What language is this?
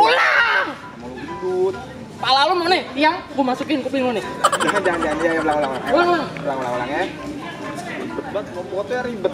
Betawi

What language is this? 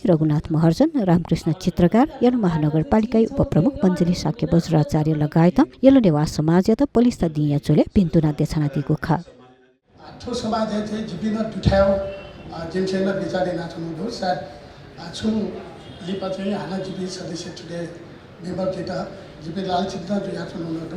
Newari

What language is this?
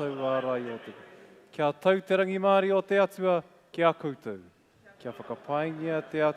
Māori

